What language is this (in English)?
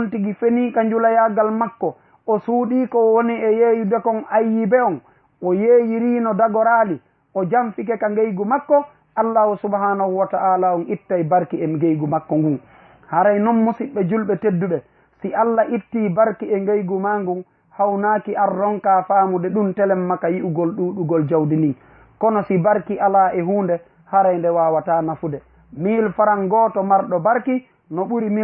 Fula